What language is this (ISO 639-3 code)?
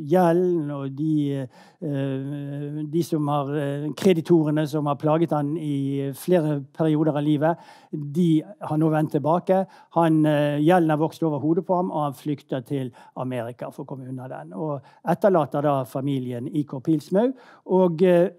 nor